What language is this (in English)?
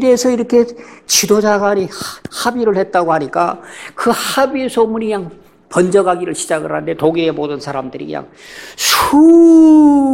Korean